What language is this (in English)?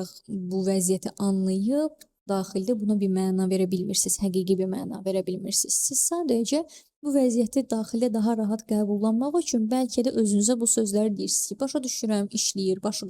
Azerbaijani